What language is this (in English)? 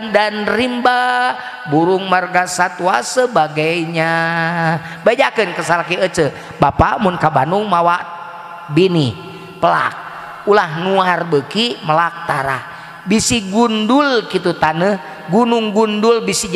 Sundanese